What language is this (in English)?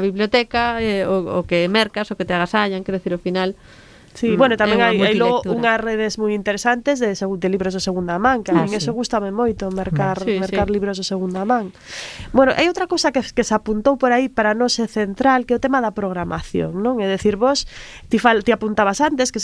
Galician